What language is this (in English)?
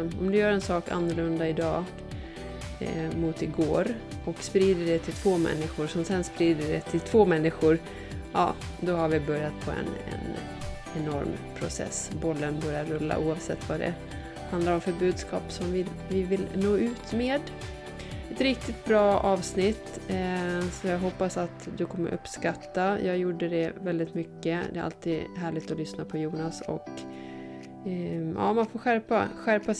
Swedish